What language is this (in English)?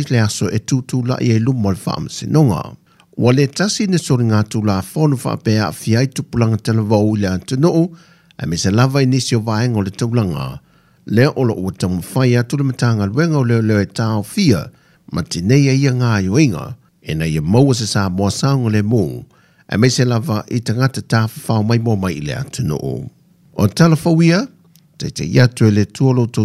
Samoan